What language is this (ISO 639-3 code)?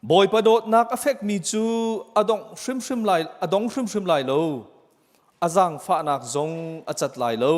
cnh